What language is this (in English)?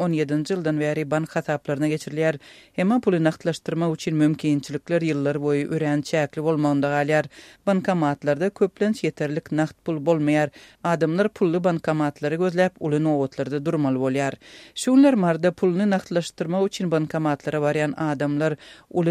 Turkmen